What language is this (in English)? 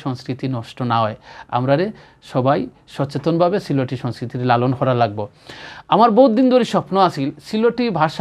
Sylheti